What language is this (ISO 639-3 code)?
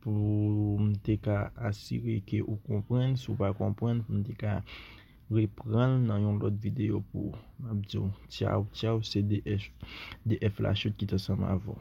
hat